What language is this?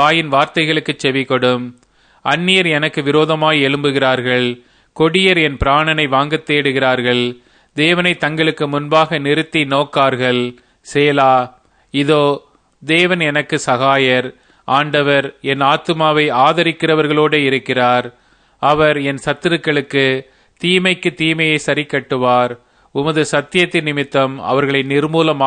Tamil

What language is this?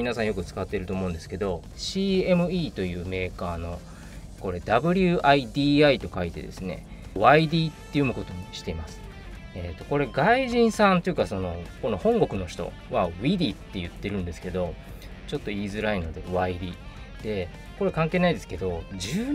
Japanese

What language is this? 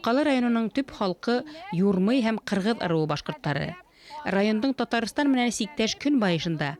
Bashkir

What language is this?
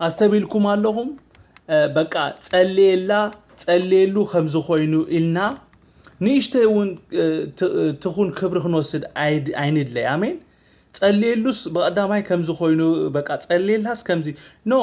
Tigrinya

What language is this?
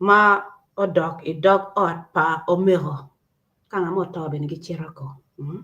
Acoli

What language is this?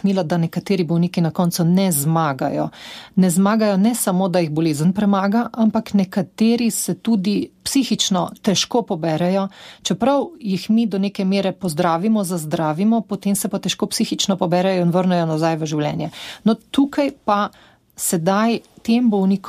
Slovenian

